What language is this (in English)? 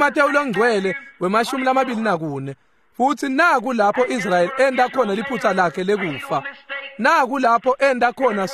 Swati